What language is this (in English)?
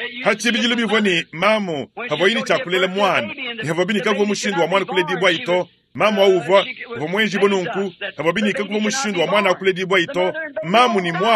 Luba-Lulua